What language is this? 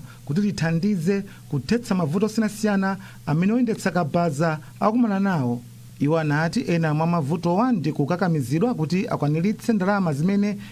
Nyanja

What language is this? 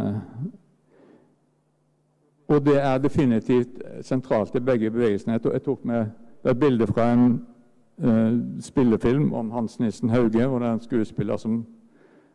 Norwegian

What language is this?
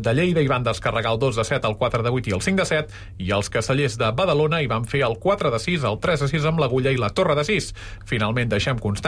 Catalan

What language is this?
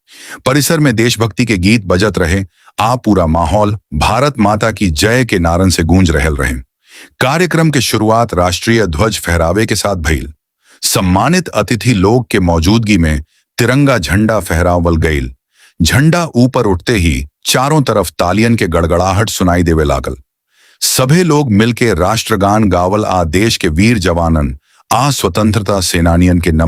Bhojpuri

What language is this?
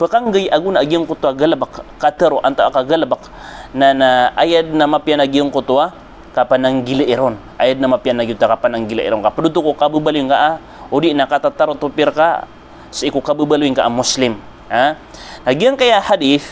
Maranao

